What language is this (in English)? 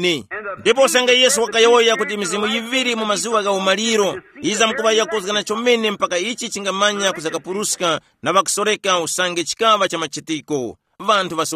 Tumbuka